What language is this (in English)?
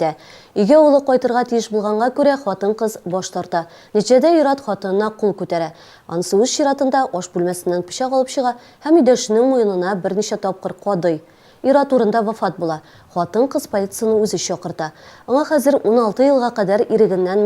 Tatar